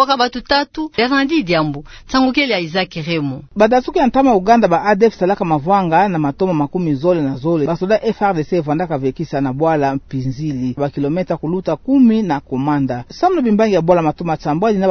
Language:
Kituba (Democratic Republic of Congo)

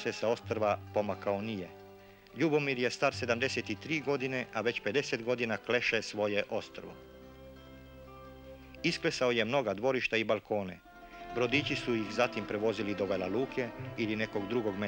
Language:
Croatian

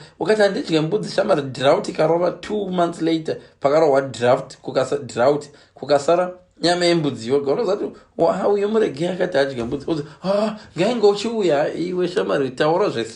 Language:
Shona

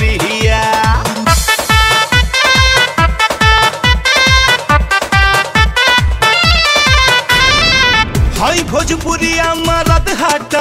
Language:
Bhojpuri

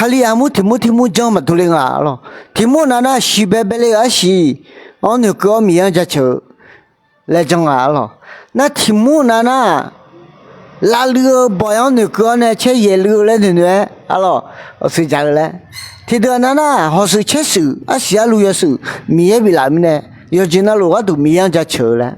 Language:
Akha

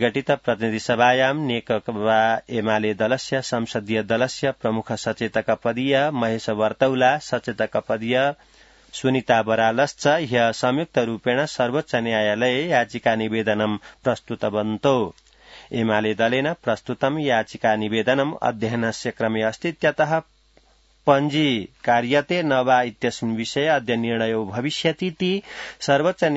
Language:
Sanskrit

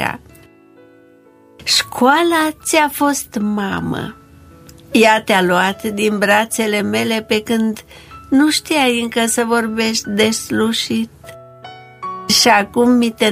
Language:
Romanian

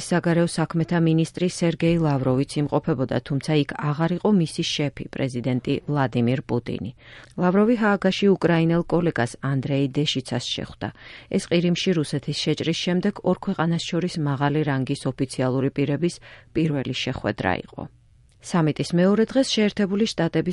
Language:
Georgian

